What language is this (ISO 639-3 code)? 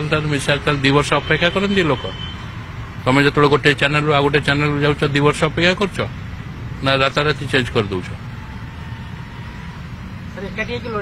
ori